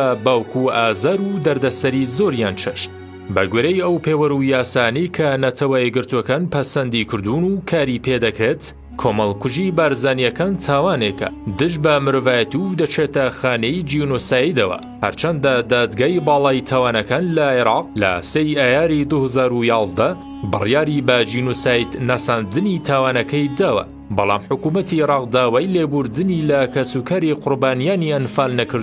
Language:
Central Kurdish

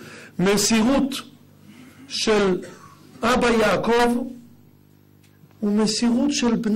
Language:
Hebrew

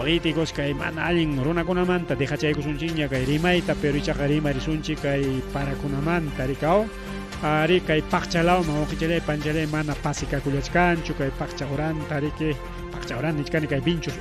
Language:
Ayacucho Quechua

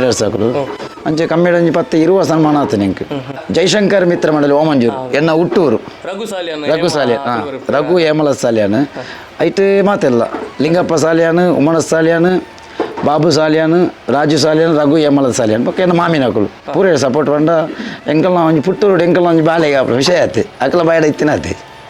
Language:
Tulu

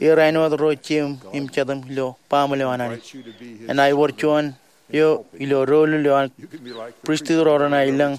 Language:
Marshallese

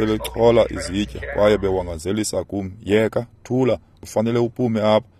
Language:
Xhosa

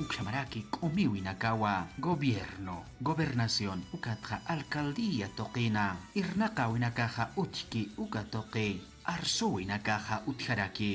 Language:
Aymara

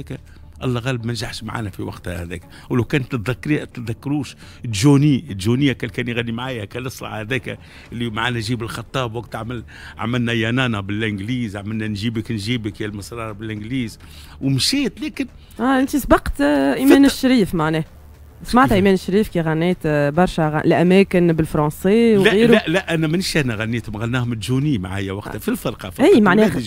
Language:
Tunisian Arabic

